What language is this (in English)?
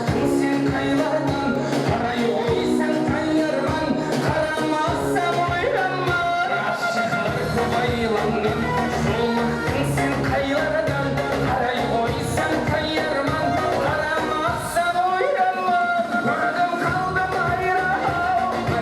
Kara-Kalpak